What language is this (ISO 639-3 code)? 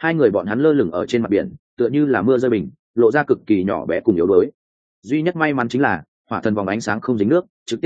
vie